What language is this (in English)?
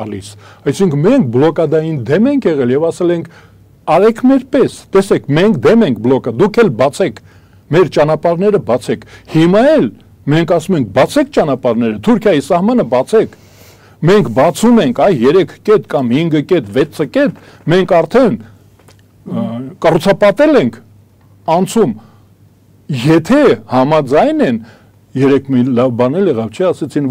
Armenian